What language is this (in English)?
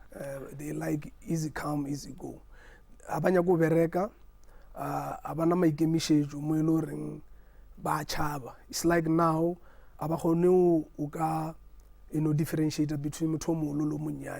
Northern Sotho